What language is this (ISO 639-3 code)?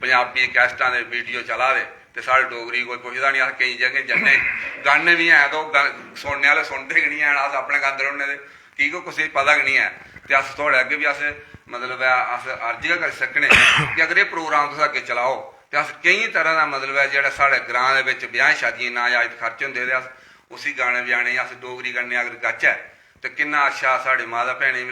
doi